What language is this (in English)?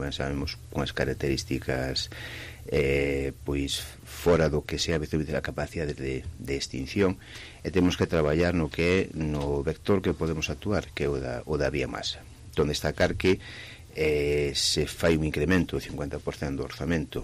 Galician